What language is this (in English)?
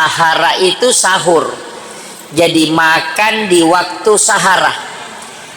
Buginese